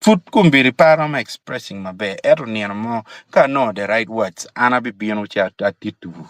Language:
Acoli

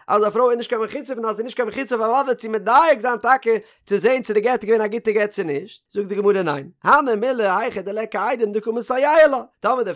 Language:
Yiddish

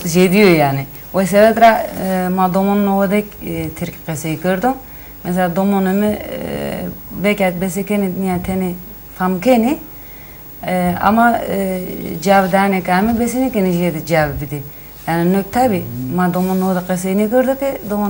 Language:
Zaza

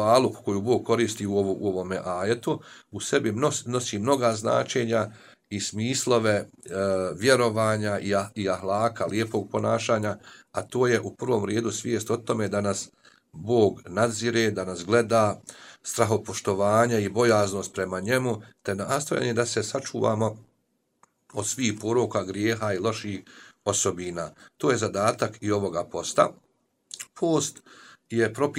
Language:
Bosnian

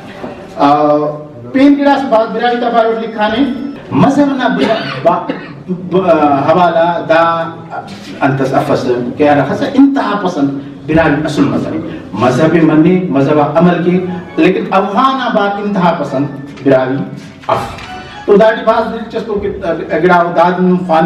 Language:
Brahui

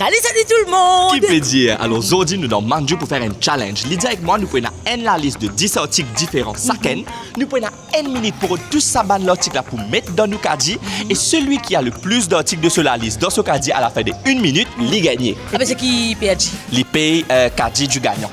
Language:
Morisyen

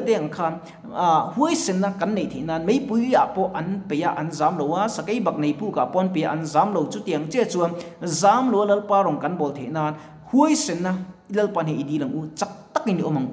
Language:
Mizo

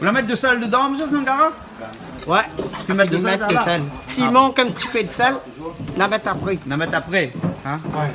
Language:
Réunion Creole French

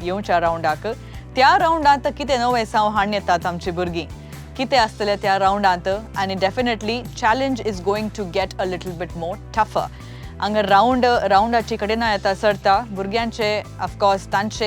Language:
Konkani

